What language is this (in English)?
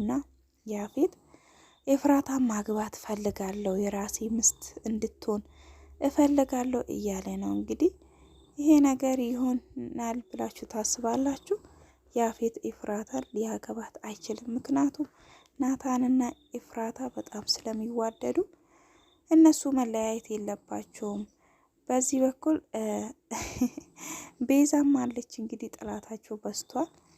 Amharic